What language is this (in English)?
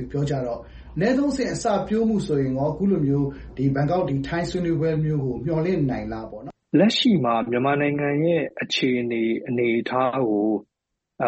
Burmese